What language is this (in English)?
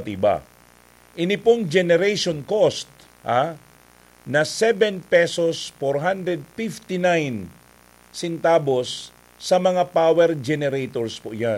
Bikol